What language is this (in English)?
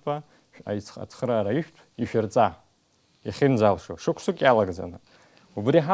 Abkhazian